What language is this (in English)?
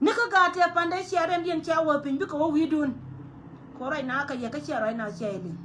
Nuer